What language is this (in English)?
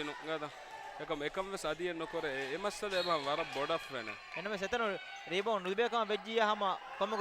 Divehi